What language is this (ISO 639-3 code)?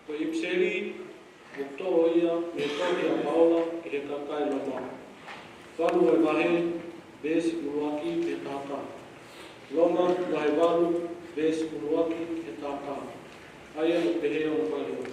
ton